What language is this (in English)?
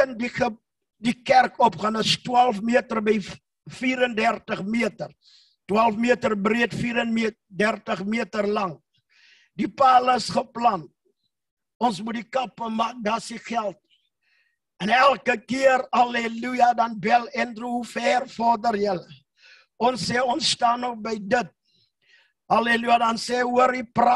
Afrikaans